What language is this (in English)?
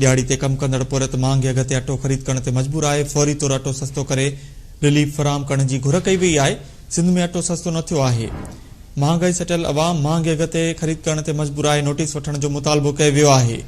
Sindhi